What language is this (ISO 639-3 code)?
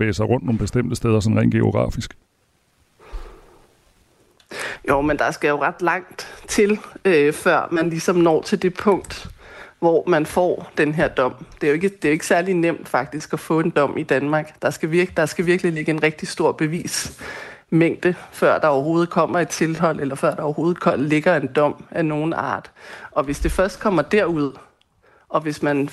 dan